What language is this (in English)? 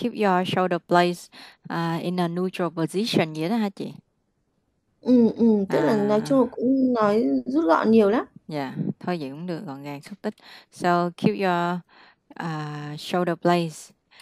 Vietnamese